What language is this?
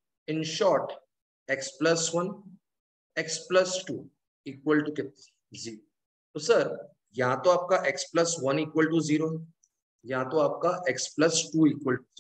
Hindi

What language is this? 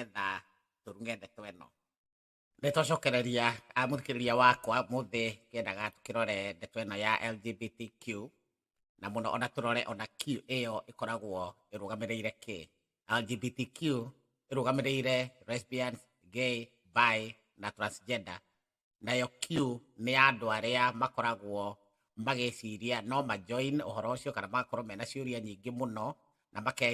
Kikuyu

